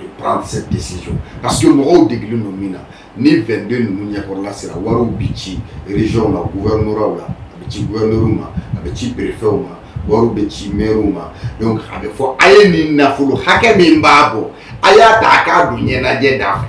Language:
Bambara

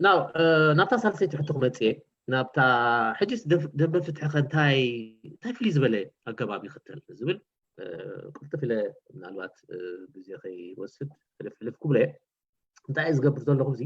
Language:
Tigrinya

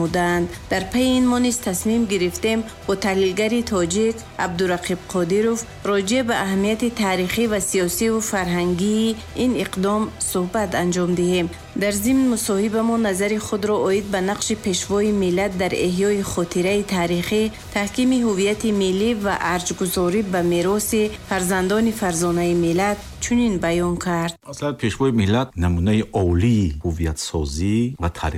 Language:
Tajik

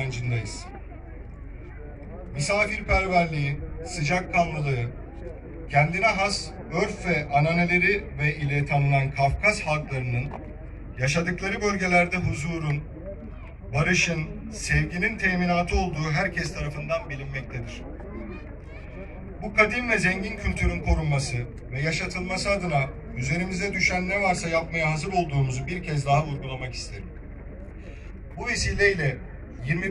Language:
Turkish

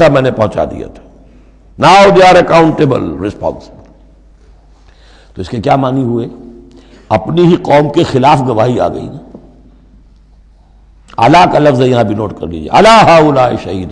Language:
Urdu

